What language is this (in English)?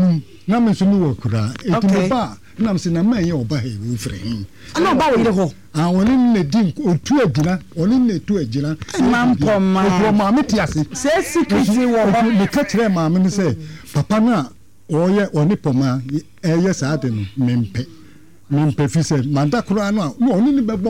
Akan